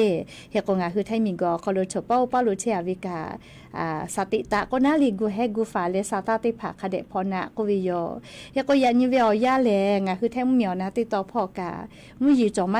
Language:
Lahu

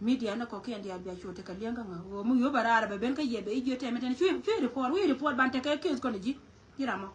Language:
Nuer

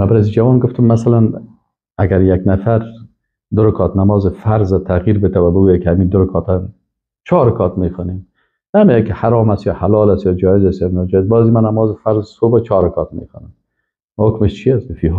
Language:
Persian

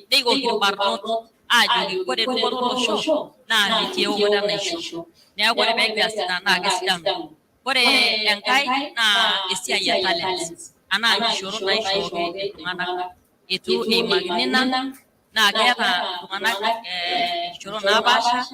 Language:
Masai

